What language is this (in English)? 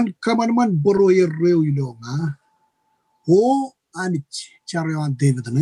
Marshallese